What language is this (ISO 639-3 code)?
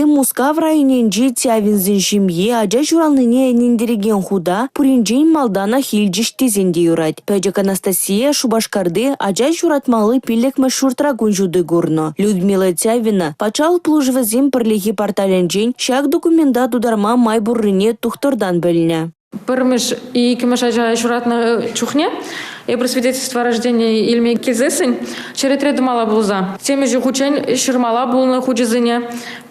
chv